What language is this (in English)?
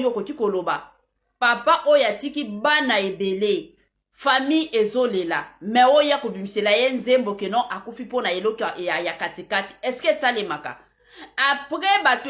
Lingala